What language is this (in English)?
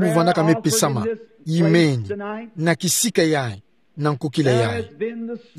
Kituba (Democratic Republic of Congo)